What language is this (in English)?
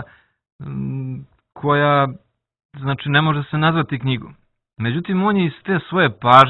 Serbian